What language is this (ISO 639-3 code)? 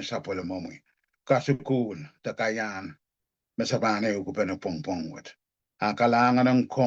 pon